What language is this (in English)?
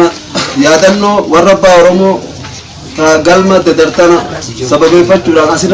Oromo